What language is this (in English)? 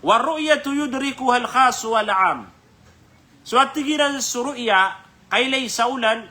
Maranao